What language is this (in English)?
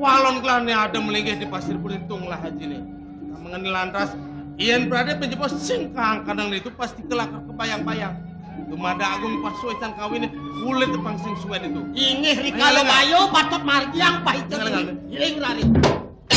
Balinese